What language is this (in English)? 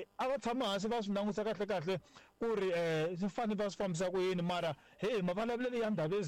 Tsonga